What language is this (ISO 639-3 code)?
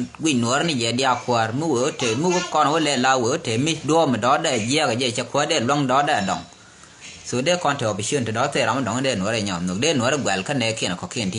nus